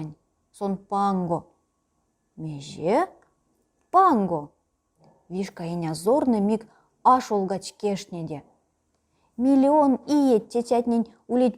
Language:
Erzya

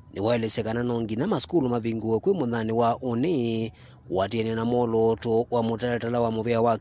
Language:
Kamba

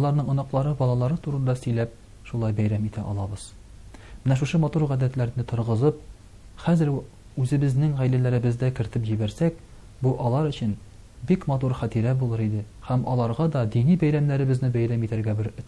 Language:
Tatar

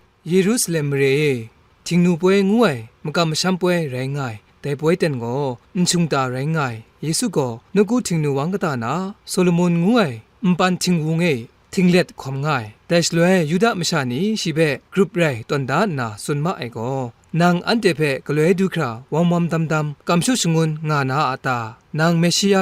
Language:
Kachin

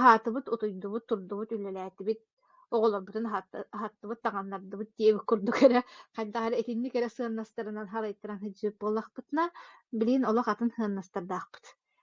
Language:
Yakut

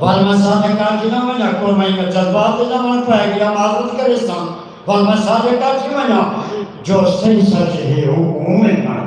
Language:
Saraiki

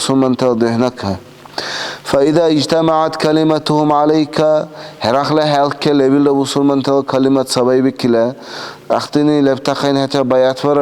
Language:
Dargwa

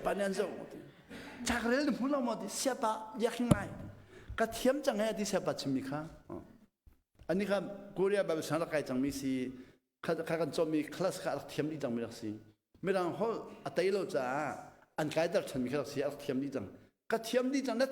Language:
Hakha Chin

